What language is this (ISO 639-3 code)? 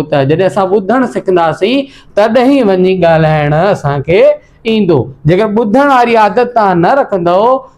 snd